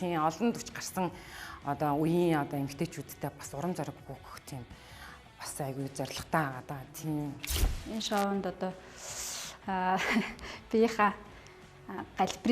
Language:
Mongolian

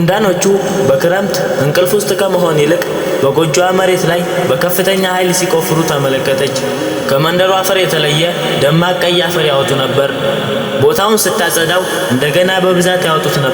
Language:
Amharic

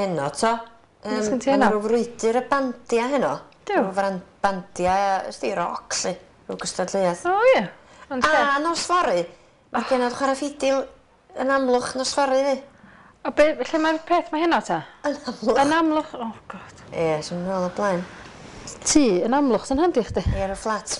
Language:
Welsh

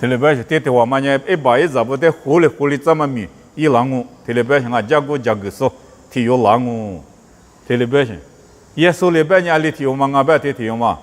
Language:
Lisu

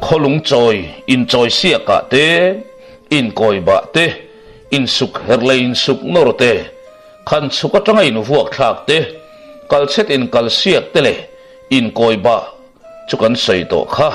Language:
Mizo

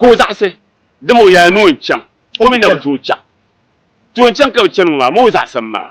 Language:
Dagbani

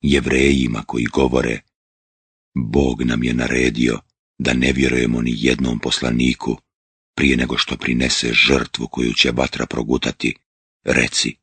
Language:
Bosnian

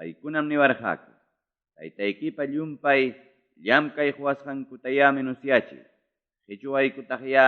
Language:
Ayacucho Quechua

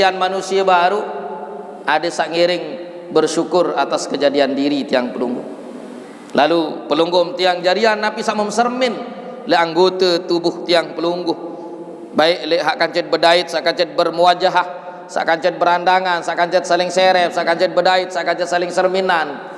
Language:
Sasak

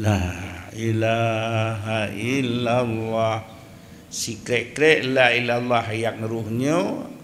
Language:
Achinese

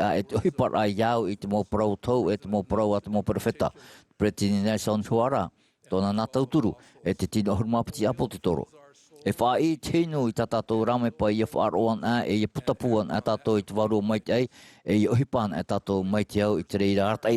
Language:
Tahitian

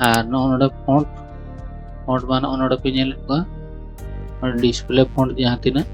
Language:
Santali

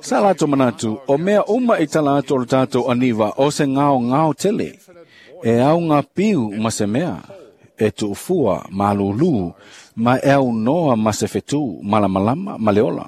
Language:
Samoan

